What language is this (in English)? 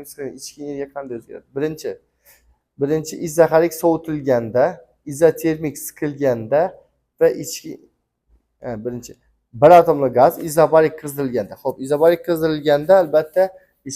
Uzbek